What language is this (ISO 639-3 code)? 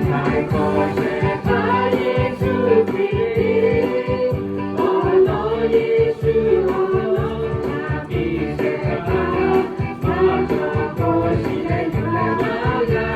lhu